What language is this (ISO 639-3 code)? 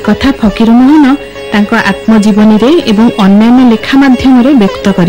ori